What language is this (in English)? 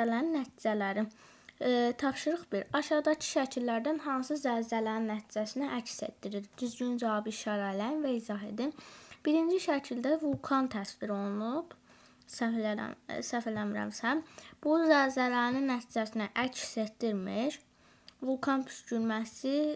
Azerbaijani